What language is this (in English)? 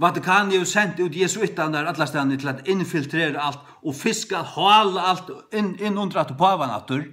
Faroese